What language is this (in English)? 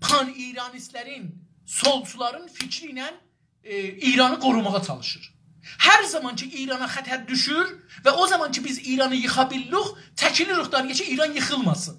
South Azerbaijani